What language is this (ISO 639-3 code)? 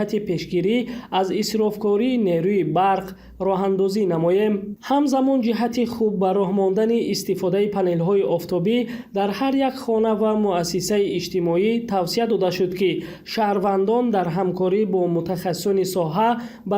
tgk